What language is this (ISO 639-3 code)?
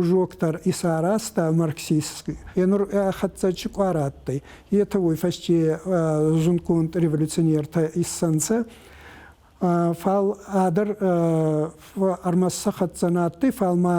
oss